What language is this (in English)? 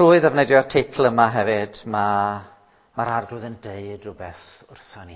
Welsh